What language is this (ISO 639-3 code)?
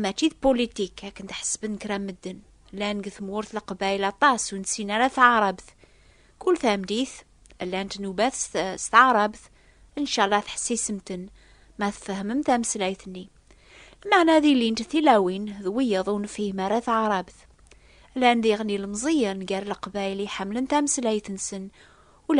kab